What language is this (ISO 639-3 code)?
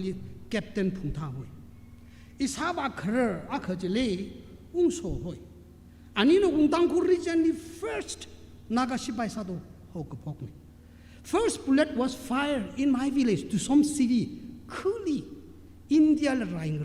nmf